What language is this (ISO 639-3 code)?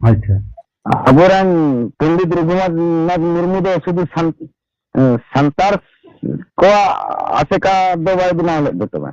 sat